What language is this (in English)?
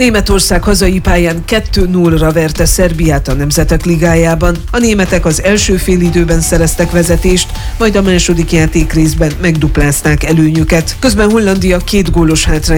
Hungarian